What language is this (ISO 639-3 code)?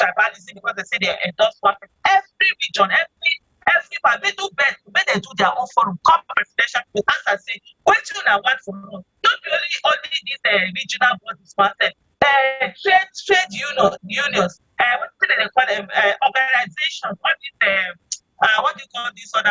pcm